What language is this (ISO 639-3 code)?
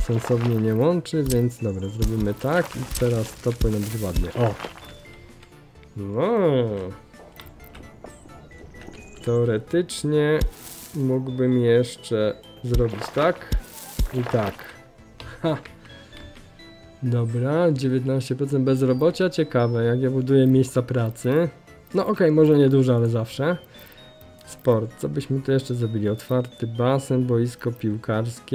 pol